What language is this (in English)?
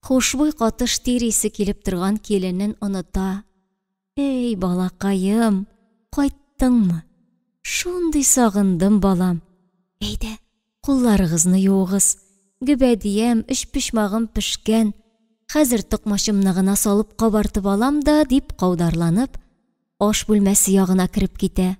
Tatar